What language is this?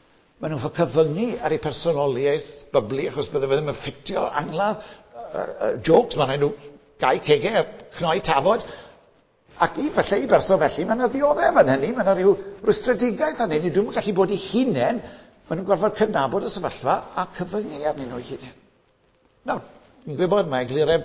Welsh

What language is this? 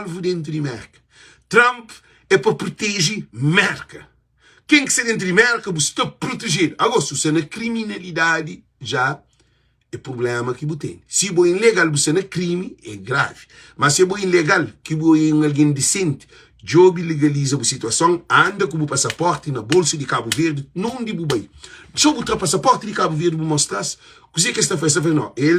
Kabuverdianu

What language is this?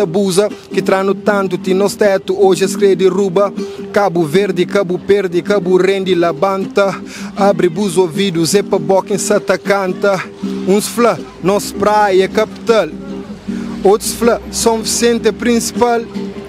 Kabuverdianu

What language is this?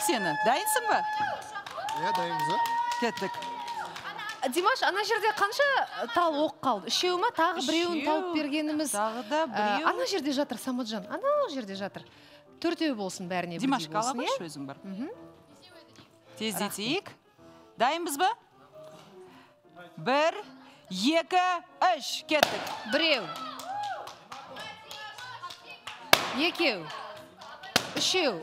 Kazakh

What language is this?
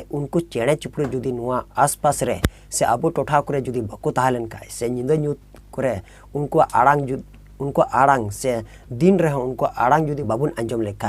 Santali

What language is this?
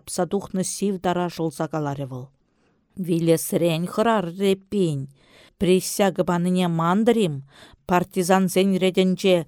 Chuvash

